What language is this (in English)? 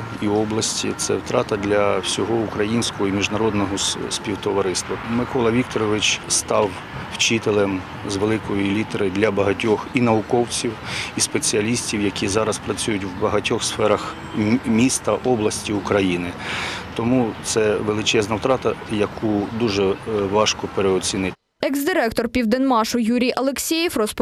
Ukrainian